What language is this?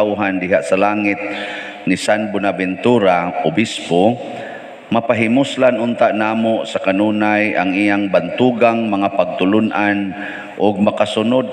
Cebuano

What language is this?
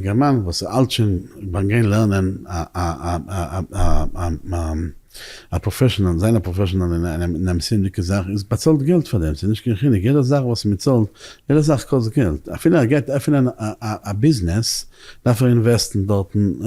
Yiddish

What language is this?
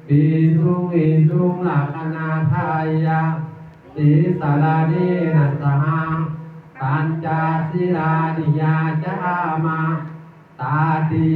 Pali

